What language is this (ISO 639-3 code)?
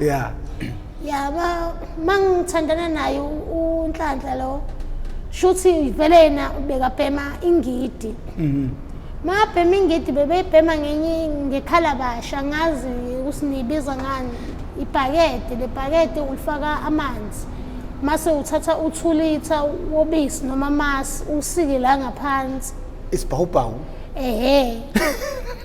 zul